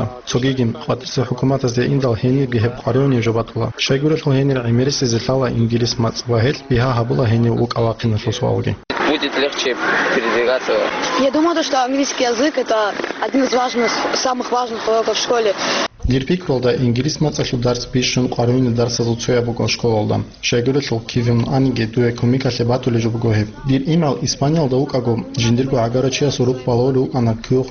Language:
Avaric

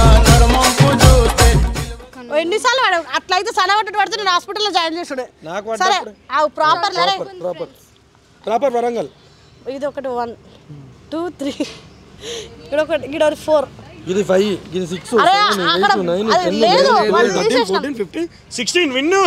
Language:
Telugu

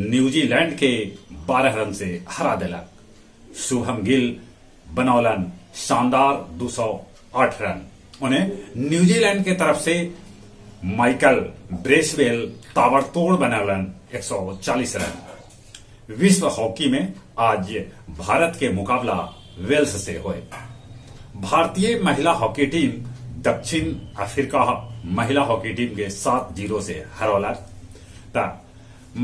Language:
Magahi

